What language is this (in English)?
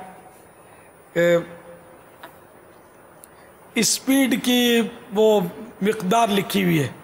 Urdu